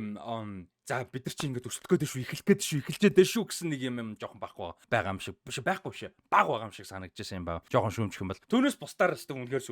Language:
Mongolian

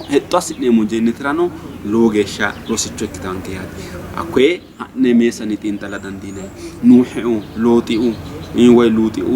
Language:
Sidamo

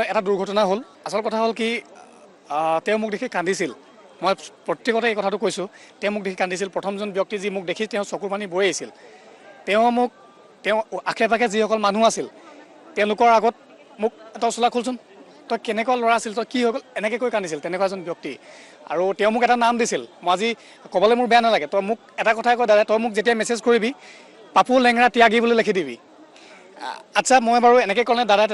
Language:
Assamese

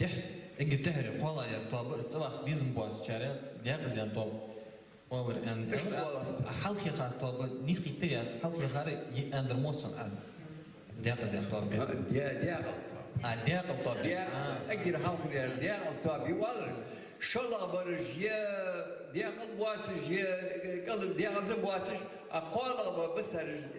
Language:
Ingush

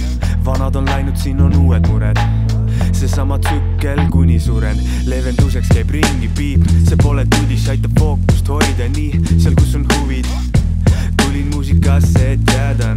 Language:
Estonian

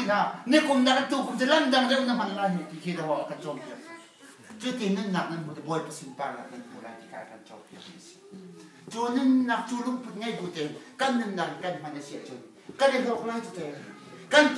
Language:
Hakha Chin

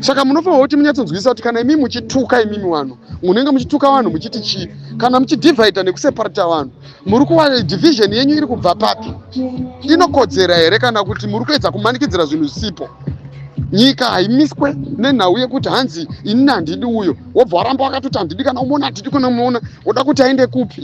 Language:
Shona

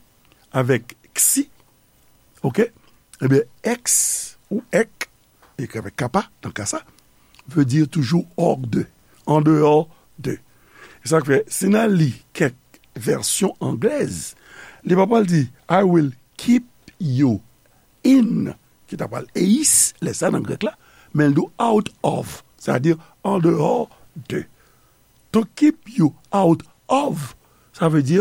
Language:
Haitian Creole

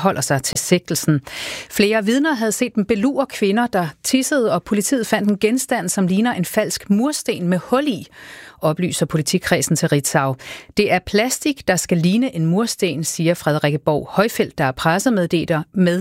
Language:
Danish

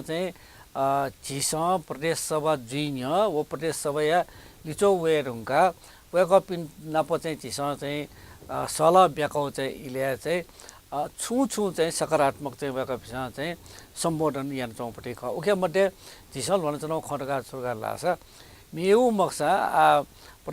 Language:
Newari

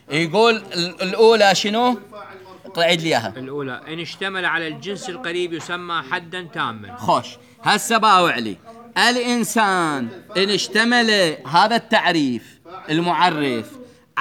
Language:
Mesopotamian Arabic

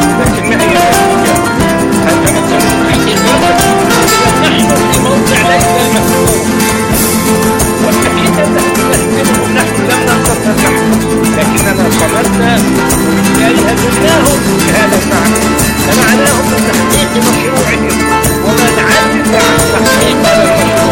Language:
Arabic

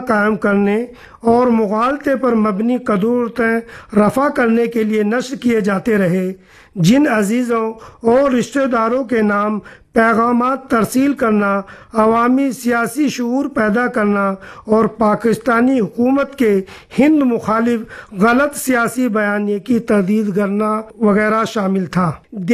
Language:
Urdu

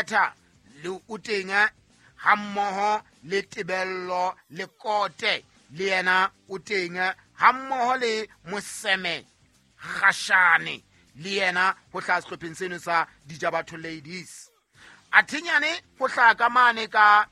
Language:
Southern Sotho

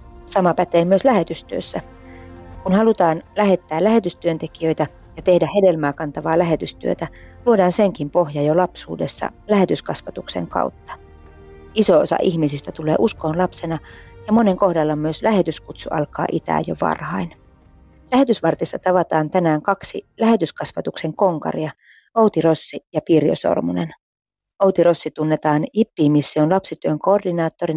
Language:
Finnish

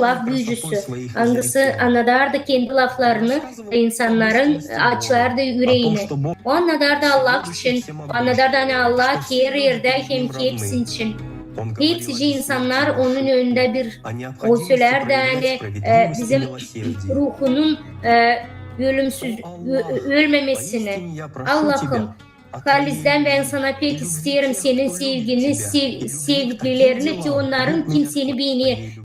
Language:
Gagauz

